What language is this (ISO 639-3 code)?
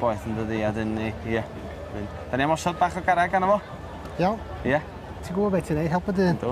cym